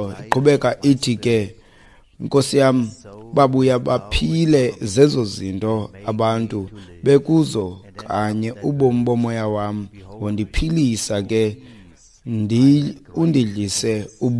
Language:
Xhosa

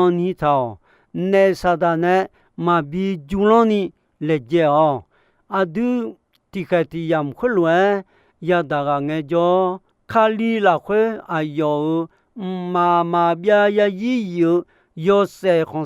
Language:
Akha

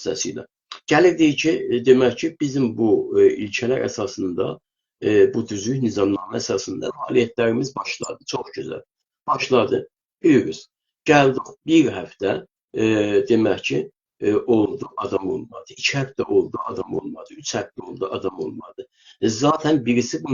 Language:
South Azerbaijani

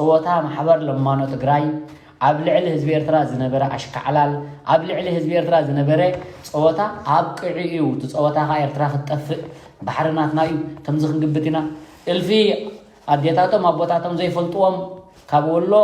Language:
Tigrinya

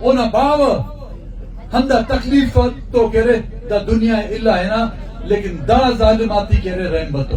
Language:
Brahui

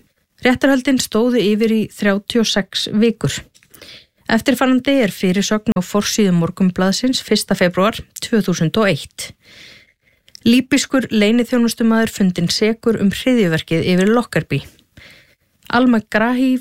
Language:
Icelandic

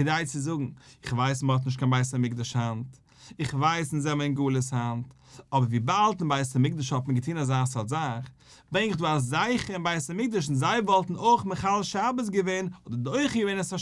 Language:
Yiddish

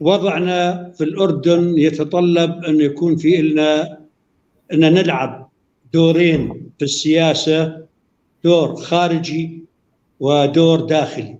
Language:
North Levantine Arabic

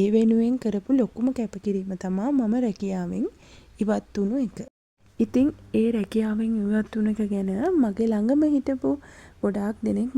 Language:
Sinhala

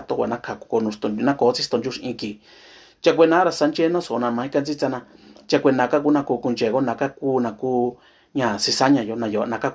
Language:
Mixtepec Mixtec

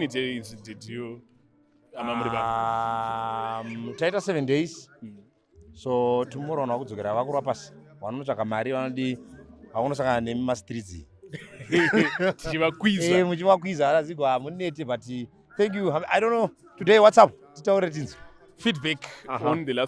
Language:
Shona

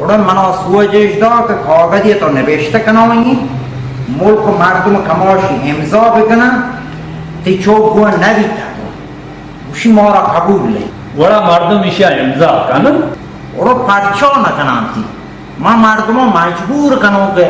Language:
Baluchi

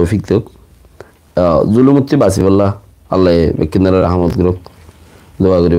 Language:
Rohingya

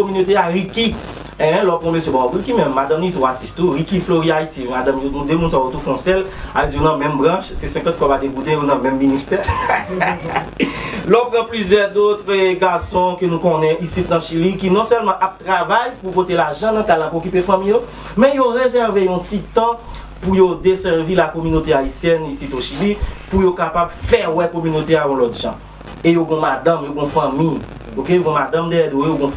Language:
Haitian Creole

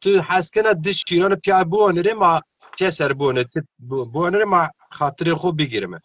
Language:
Zaza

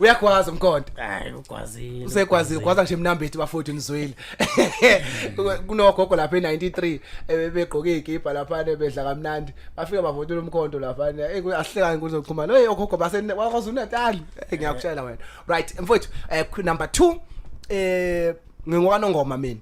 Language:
Zulu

